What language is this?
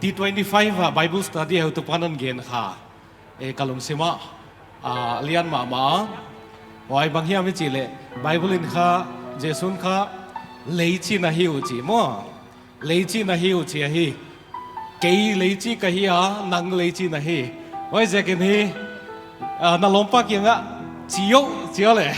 Paite Chin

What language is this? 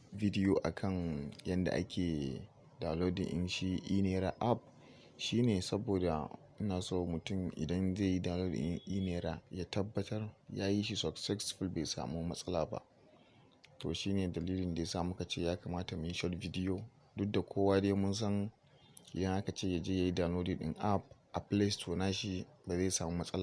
Hausa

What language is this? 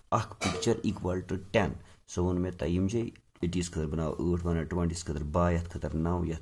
Kashmiri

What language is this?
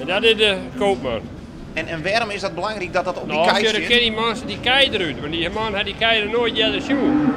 Western Frisian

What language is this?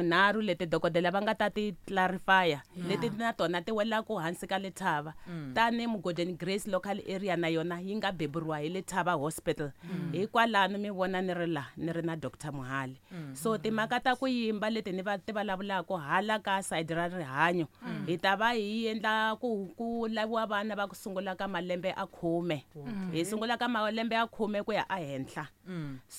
Tsonga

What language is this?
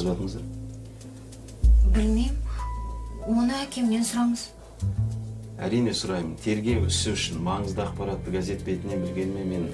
Kazakh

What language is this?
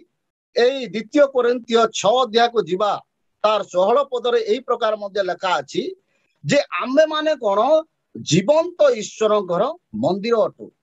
Odia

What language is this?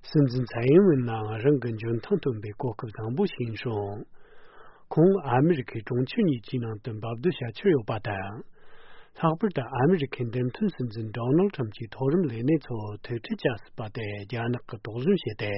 Tibetan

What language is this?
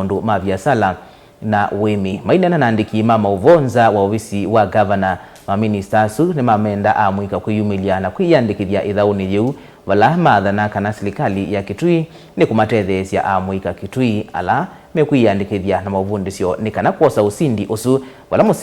Kamba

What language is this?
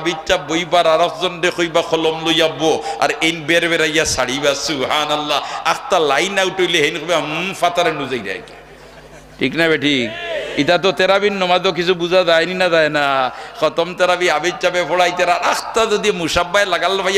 Sylheti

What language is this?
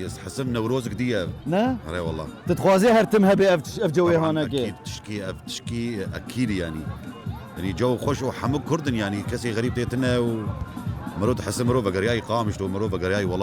Kurdish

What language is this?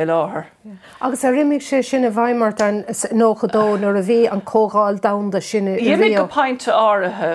Irish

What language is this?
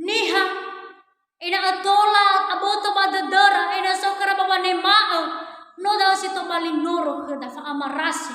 Nias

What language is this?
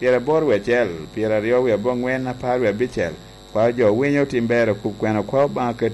Lango (Uganda)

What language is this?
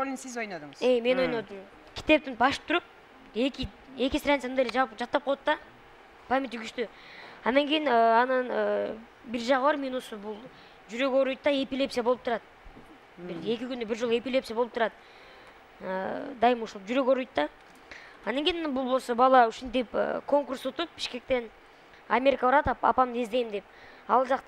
Kyrgyz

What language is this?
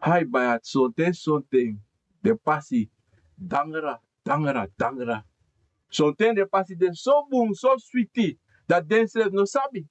Sranan Tongo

